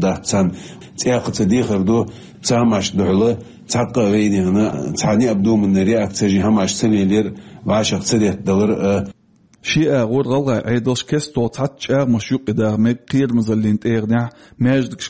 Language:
Chechen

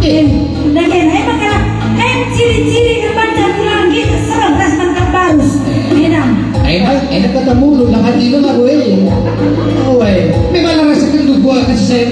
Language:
Batak Karo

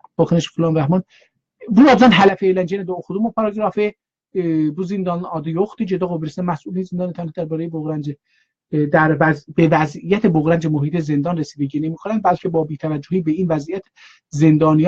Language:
South Azerbaijani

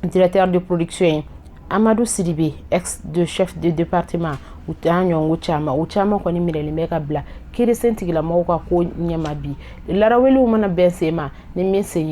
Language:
Bambara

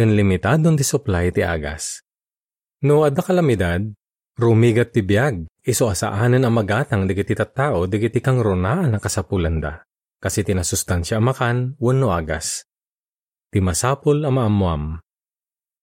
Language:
Iloko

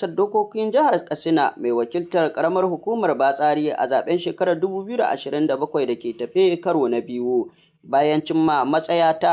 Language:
Hausa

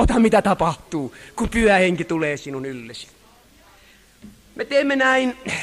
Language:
Finnish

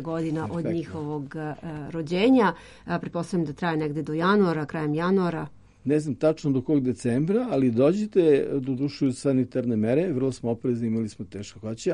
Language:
Serbian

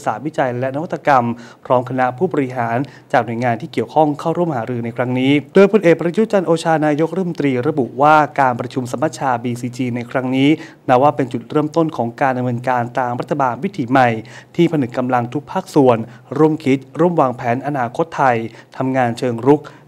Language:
Thai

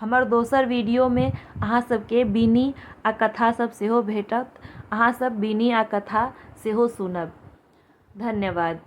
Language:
Maithili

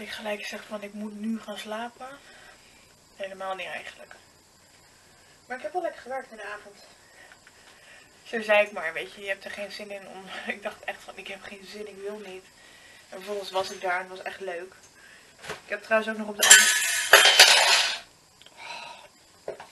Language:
Dutch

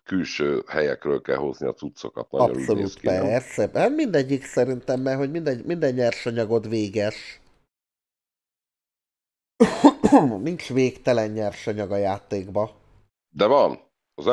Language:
Hungarian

